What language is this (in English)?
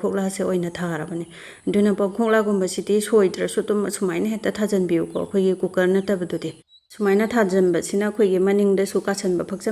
Manipuri